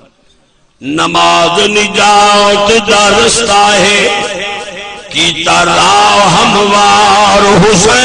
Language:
Saraiki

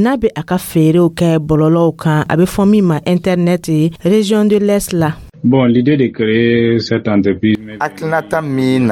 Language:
Dyula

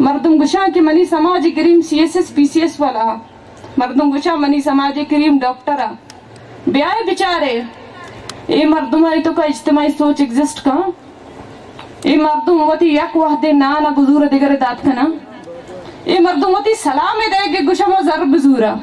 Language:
Baluchi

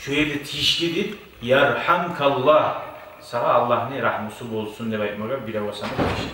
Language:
Kumyk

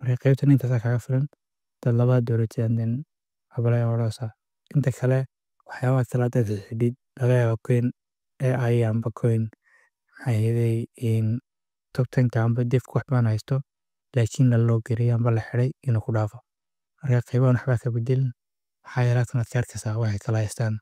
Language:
Somali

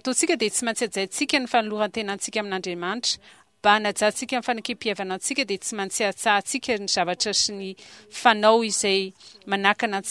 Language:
Malagasy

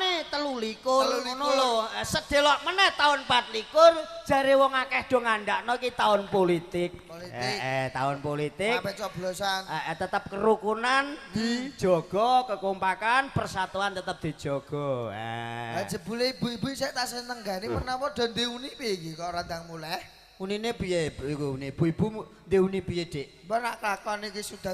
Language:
Javanese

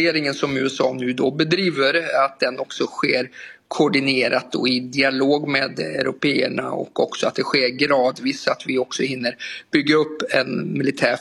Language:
Swedish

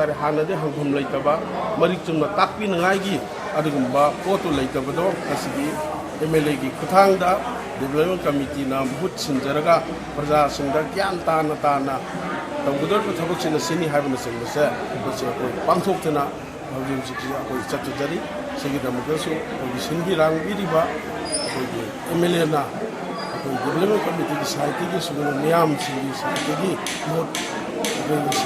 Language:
Manipuri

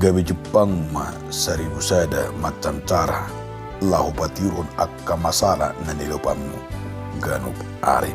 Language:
Batak Toba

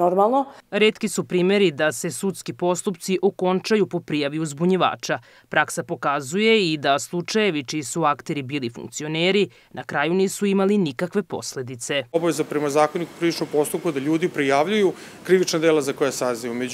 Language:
Serbian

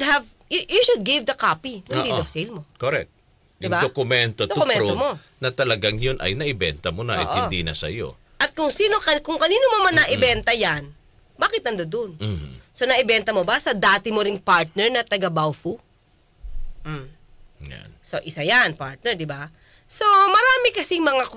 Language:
Filipino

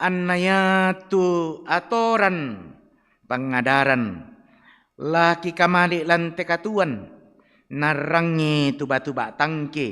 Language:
Toraja-Sa'dan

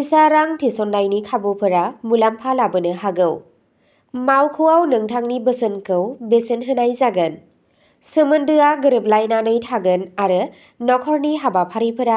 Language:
Bodo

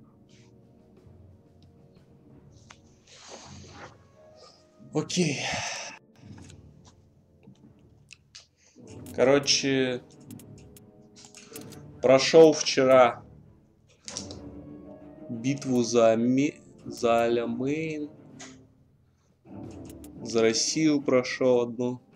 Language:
Russian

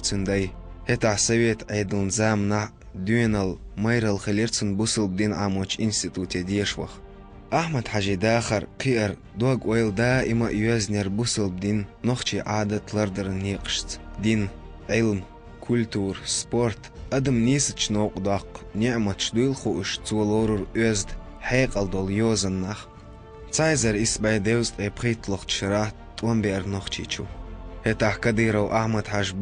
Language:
Chechen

